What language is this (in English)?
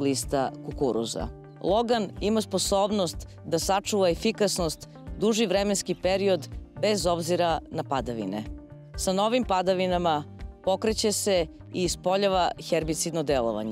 Serbian